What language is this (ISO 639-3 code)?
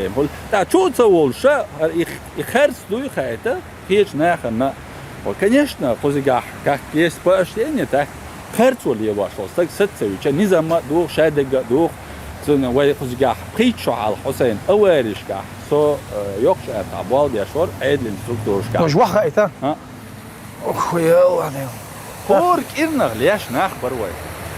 che